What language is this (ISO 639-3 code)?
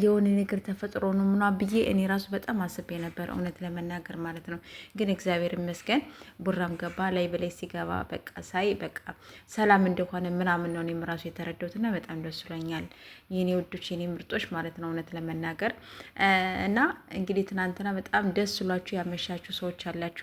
amh